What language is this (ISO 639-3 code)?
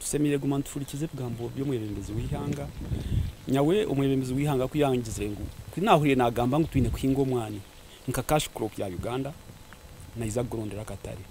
nyn